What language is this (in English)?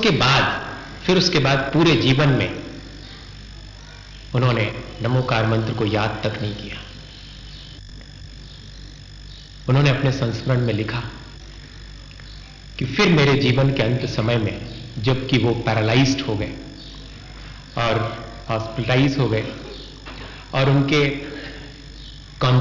Hindi